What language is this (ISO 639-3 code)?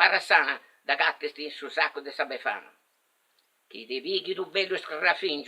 srd